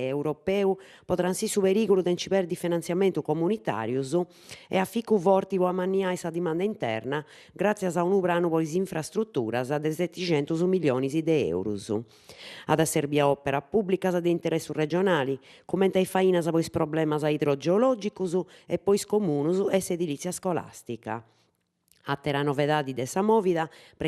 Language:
Sardinian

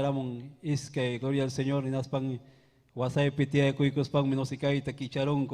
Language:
Ayacucho Quechua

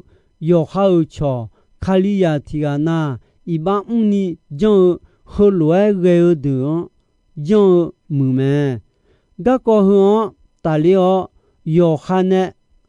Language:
Akha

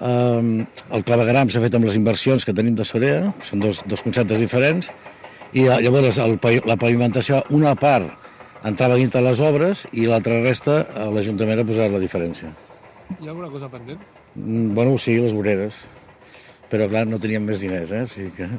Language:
Catalan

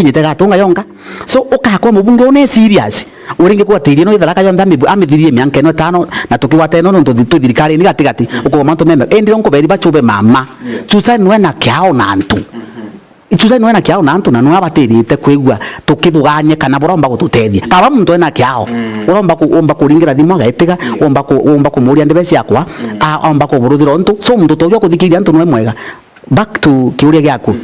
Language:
Meru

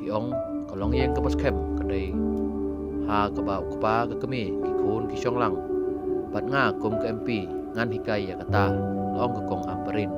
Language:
Khasi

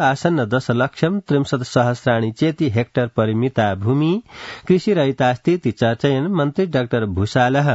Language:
Sanskrit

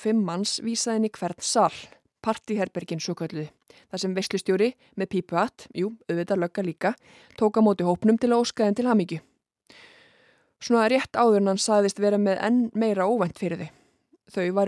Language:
Icelandic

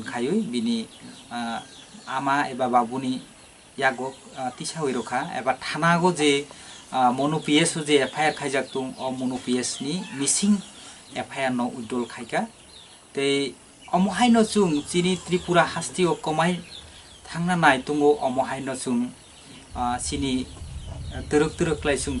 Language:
Kok Borok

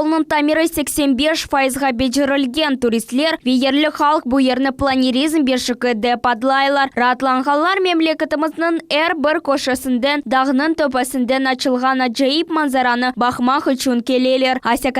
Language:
Crimean Tatar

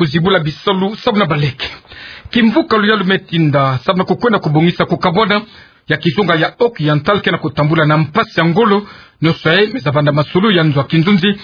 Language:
Kituba (Democratic Republic of Congo)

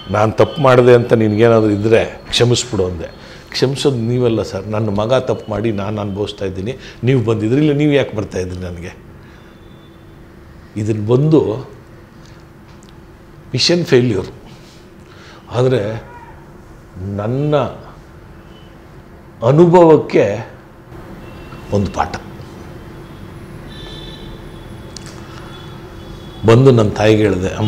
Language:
Kannada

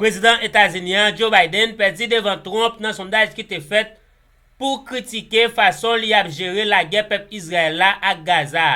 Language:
Haitian Creole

